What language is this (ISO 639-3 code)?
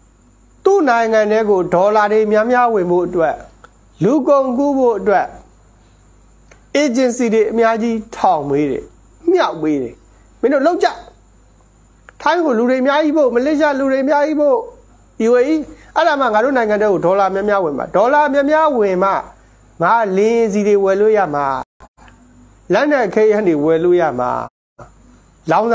mya